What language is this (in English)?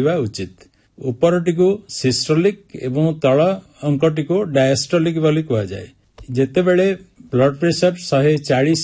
Odia